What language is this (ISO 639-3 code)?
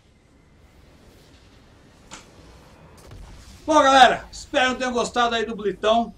por